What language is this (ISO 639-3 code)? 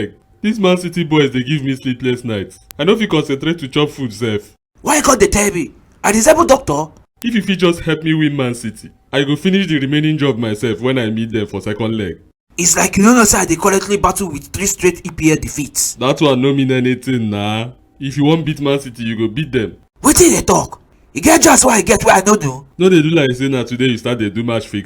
pcm